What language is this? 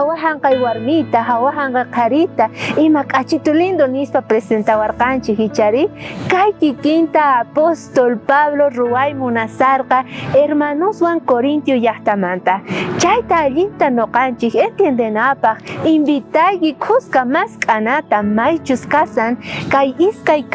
South Bolivian Quechua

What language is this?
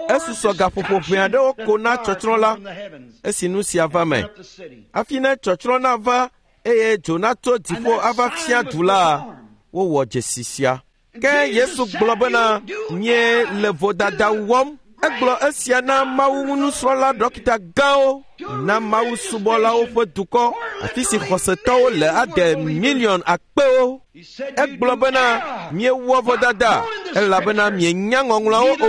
Ewe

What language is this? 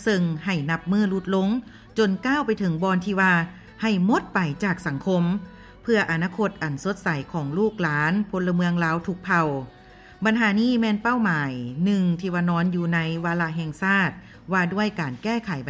Lao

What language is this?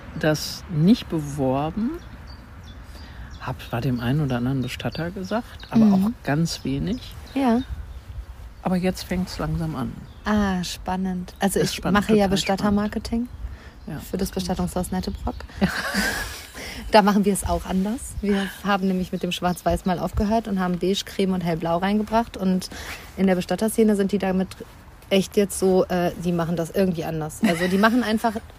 German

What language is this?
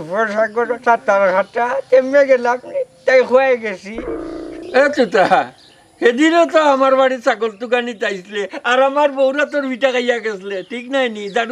Sylheti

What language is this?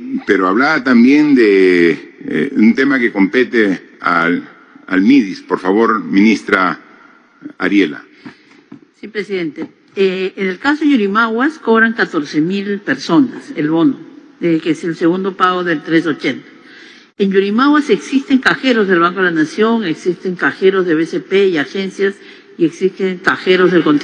Spanish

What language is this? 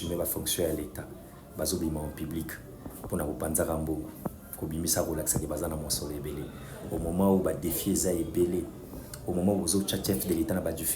Lingala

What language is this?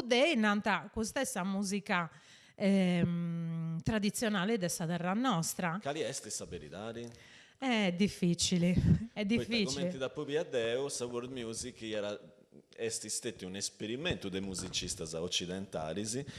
Sardinian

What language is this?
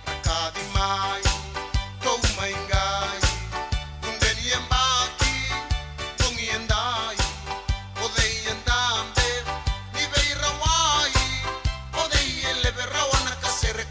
Fijian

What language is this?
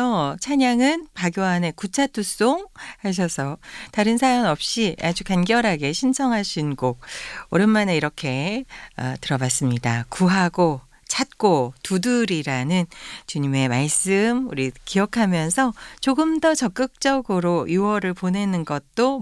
Korean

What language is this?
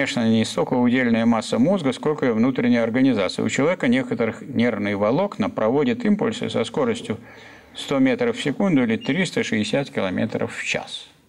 Russian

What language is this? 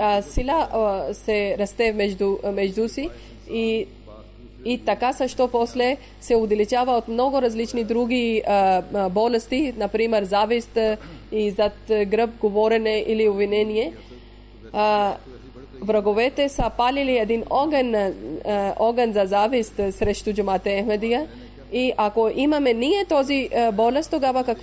Bulgarian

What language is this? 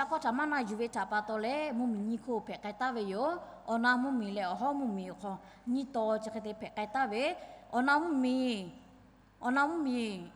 Lahu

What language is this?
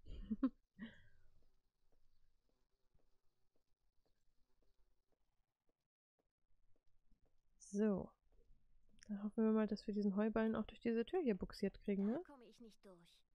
German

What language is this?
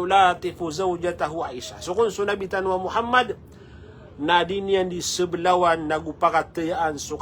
Maranao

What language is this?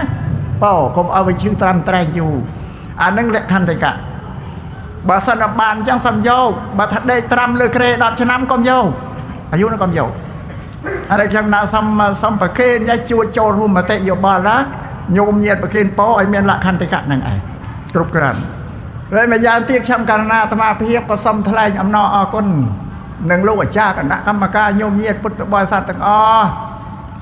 Khmer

